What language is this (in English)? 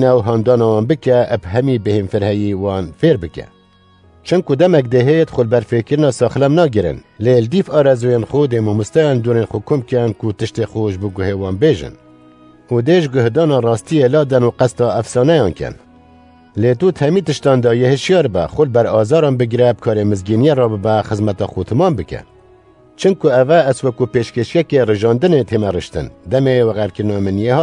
Kurdish